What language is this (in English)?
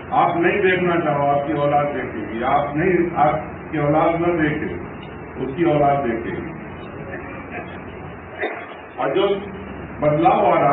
Urdu